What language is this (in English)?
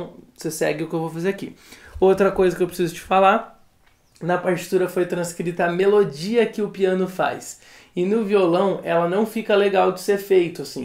Portuguese